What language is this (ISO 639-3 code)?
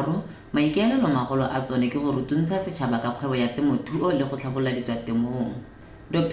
tsn